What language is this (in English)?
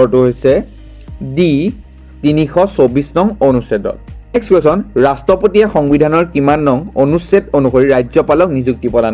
Assamese